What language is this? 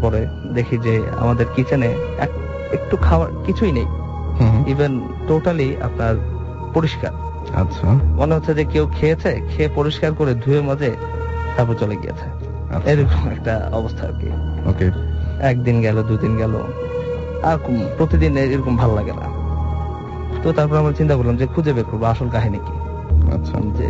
Bangla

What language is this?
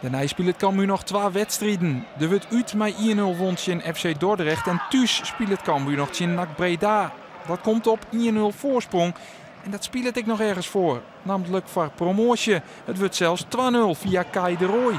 Western Frisian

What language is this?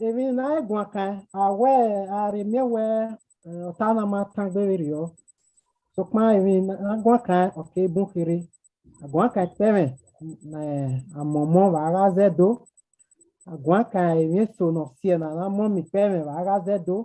Bini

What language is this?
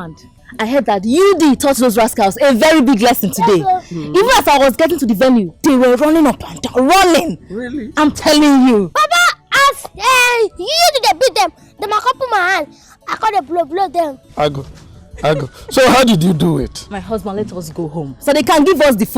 Nigerian Pidgin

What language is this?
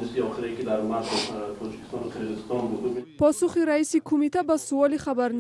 Tajik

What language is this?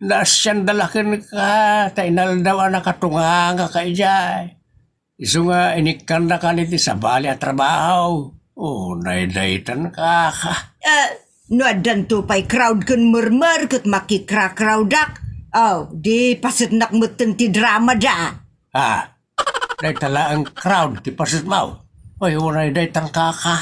Iloko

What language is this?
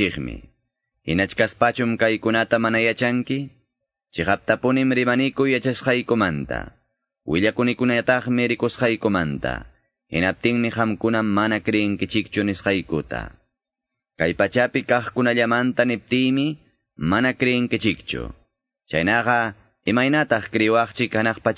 Quechua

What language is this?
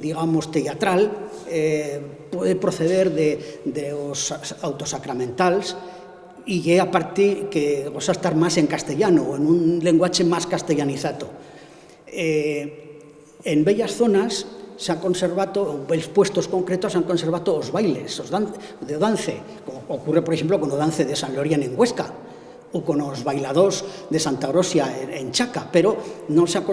Aragonese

